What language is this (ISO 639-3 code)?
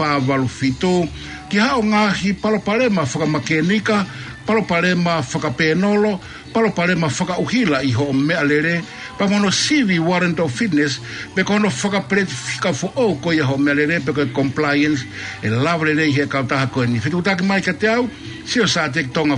ton